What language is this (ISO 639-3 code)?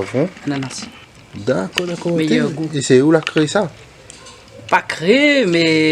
rcf